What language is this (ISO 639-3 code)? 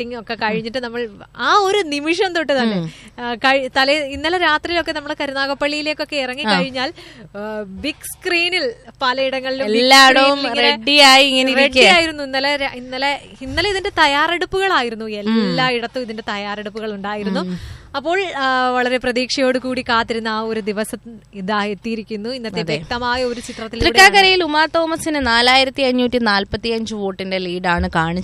mal